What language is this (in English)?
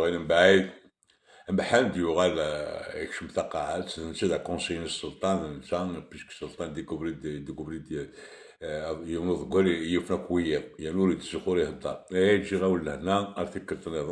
Kabyle